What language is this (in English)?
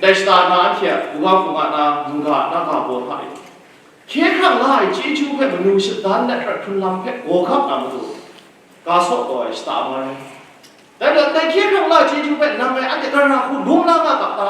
Kachin